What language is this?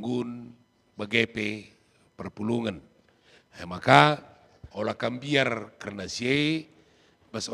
Batak Karo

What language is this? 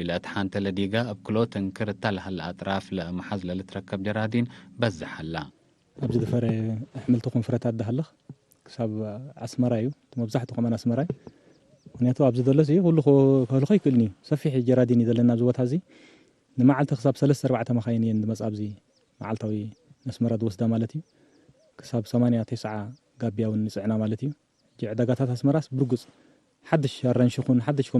Tigre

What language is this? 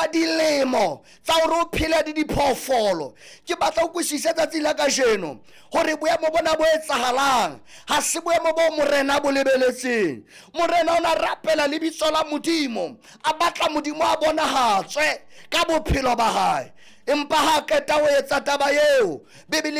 Southern Sotho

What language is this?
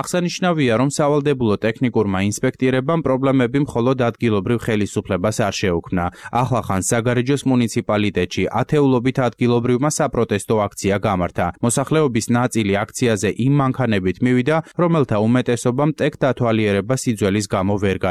Georgian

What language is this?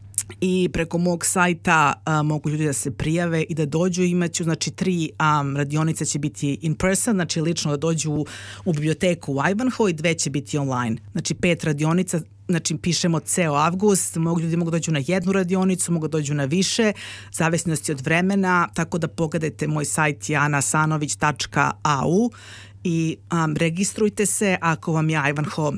Serbian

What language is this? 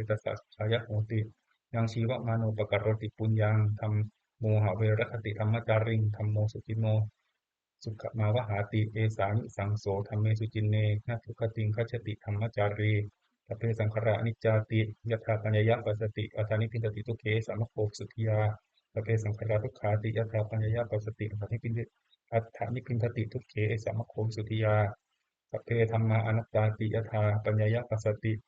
Pali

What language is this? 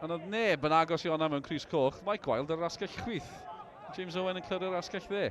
Welsh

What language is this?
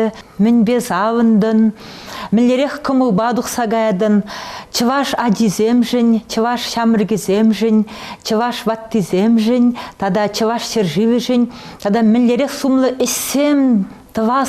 Chuvash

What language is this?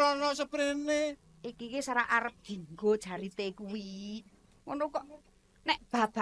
Javanese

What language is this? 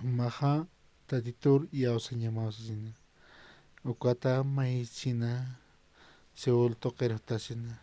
Aymara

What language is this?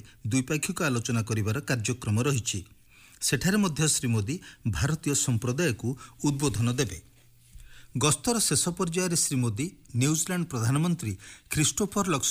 Odia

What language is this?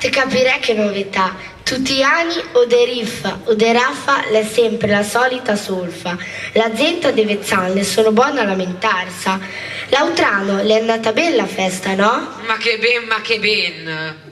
Ligurian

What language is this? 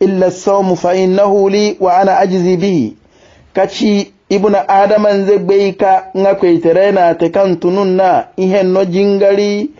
Hausa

